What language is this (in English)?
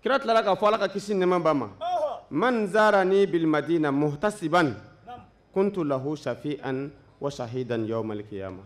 Bambara